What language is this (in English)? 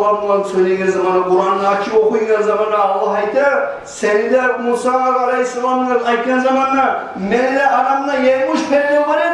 Kumyk